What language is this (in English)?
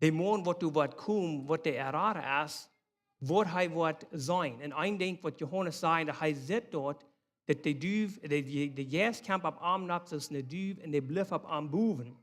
Plautdietsch